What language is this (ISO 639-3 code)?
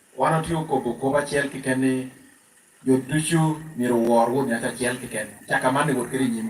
laj